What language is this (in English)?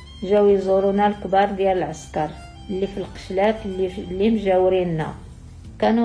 Moroccan Arabic